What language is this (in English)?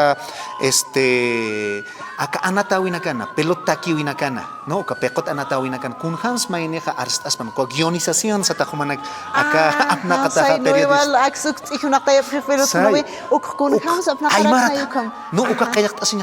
Aymara